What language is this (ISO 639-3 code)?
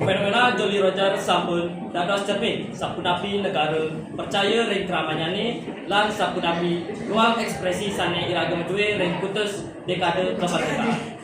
ban